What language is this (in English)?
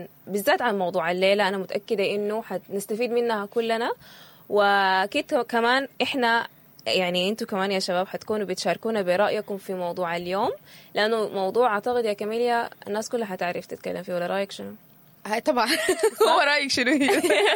Sudanese Arabic